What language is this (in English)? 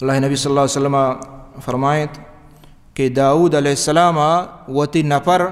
Baluchi